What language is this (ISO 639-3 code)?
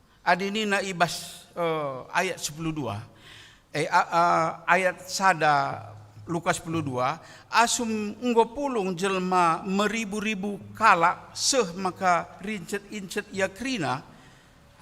btx